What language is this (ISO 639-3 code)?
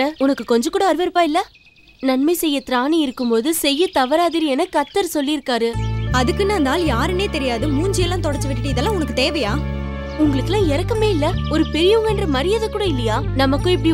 tam